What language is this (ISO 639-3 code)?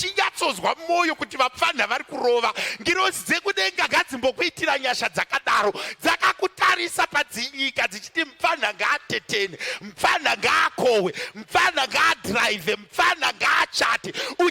sna